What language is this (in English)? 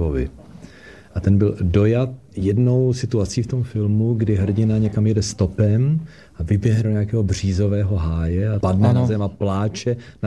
Czech